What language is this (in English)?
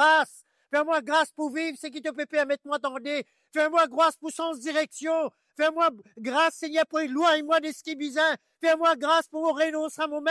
Morisyen